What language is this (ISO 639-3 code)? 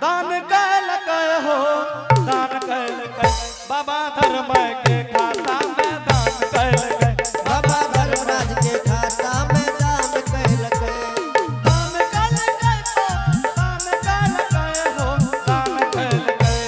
anp